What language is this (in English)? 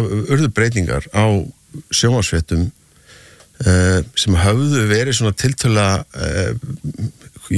Icelandic